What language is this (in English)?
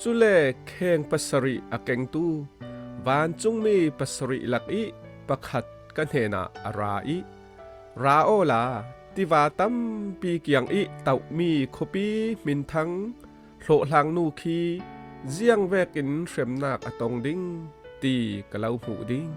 Falam Chin